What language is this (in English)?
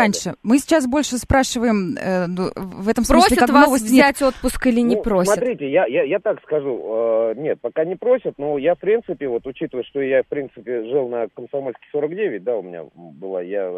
Russian